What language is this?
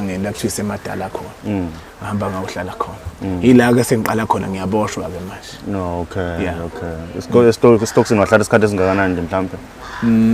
Zulu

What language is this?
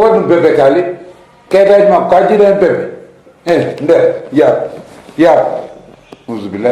Fula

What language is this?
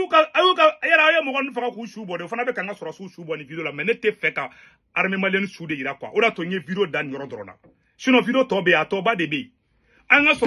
Bambara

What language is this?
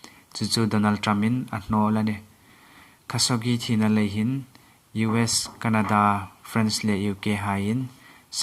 Hmar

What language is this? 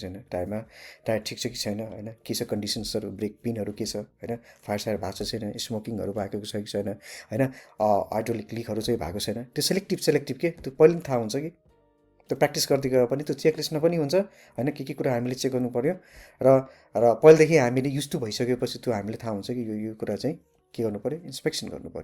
Nepali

